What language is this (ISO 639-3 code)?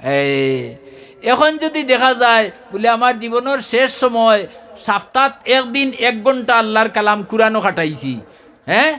syl